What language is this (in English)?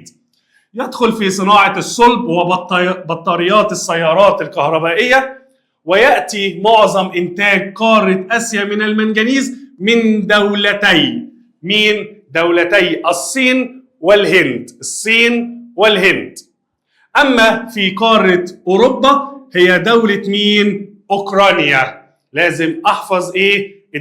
Egyptian Arabic